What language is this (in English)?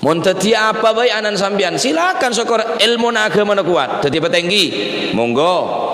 Madurese